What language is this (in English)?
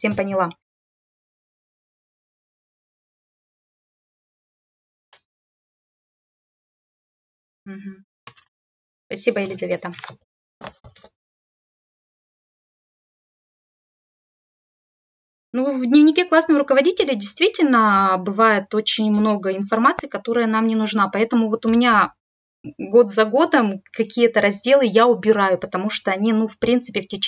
Russian